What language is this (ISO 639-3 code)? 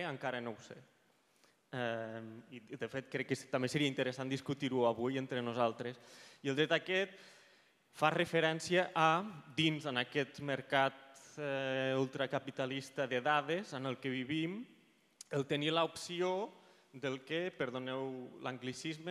cat